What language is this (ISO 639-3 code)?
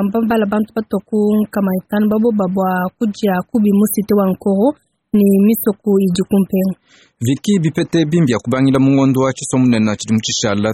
lua